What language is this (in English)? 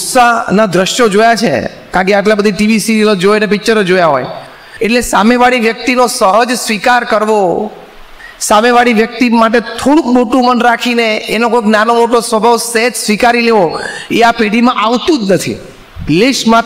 Gujarati